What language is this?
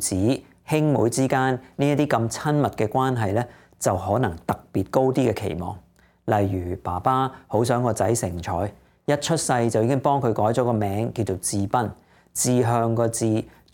Cantonese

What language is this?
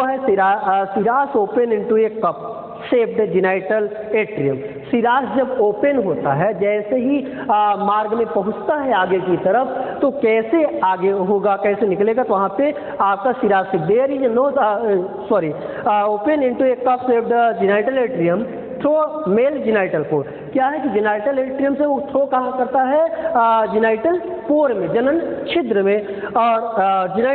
Hindi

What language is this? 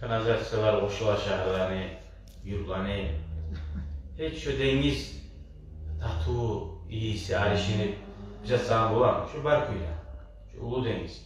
Kumyk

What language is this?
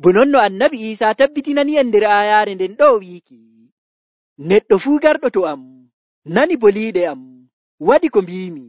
Nigerian Fulfulde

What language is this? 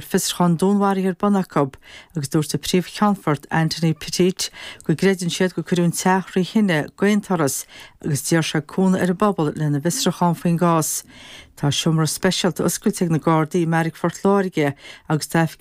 Irish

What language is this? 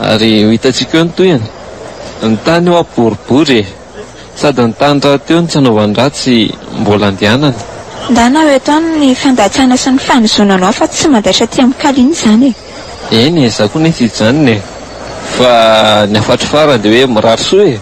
Malagasy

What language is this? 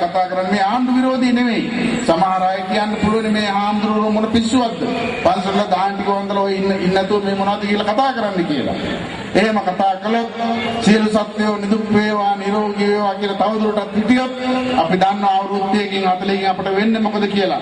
Sinhala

